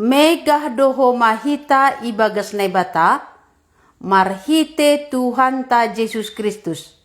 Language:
Batak Simalungun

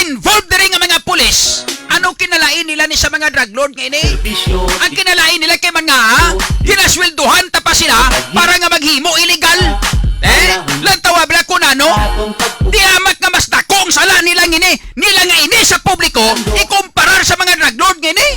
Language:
Hiligaynon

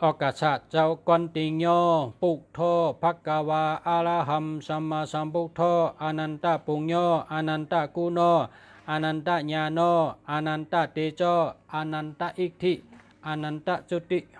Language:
Shan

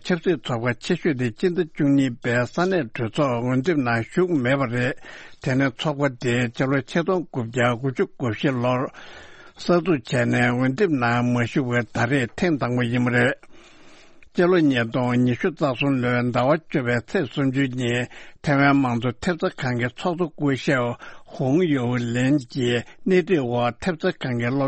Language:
Tibetan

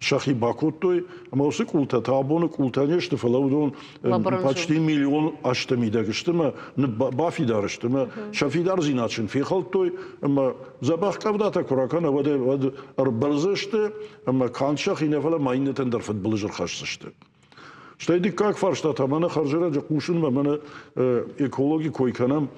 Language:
Ossetic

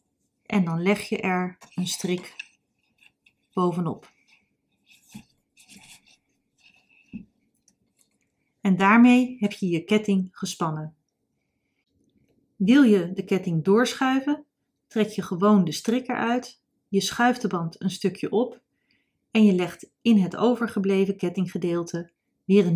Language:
Dutch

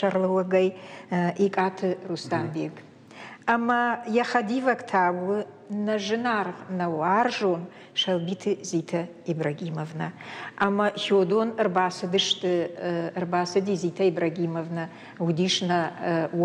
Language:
Ossetic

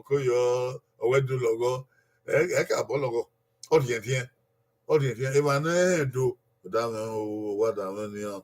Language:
Bini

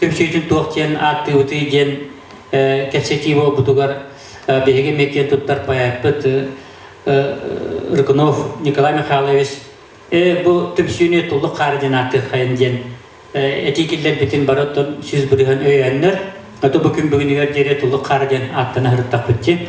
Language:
Yakut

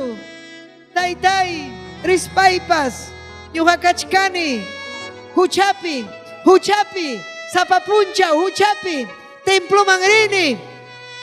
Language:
Ayacucho Quechua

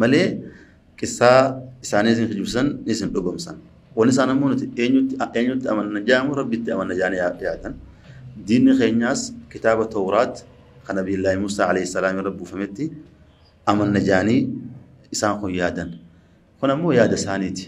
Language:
Oromo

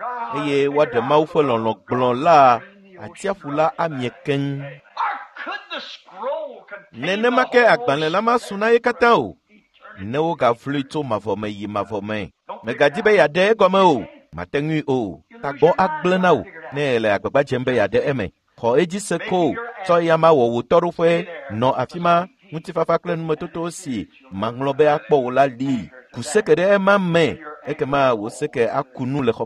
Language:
Ewe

